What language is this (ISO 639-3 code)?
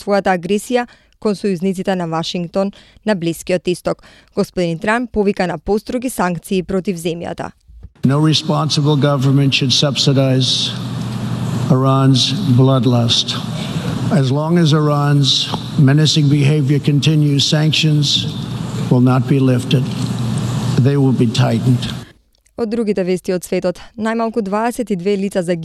mkd